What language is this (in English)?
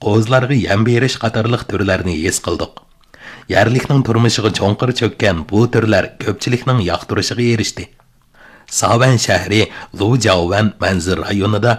Uyghur